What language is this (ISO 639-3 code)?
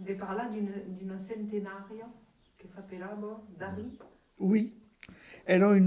oci